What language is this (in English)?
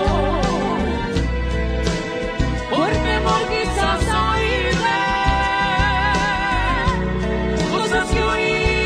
Spanish